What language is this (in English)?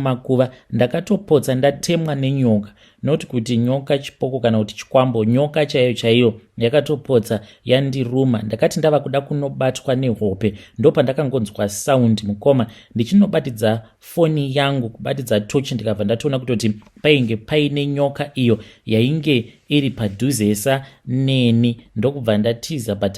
Shona